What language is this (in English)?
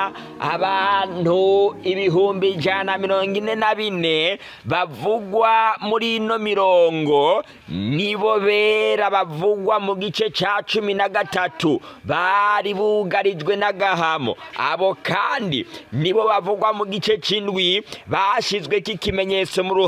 Rundi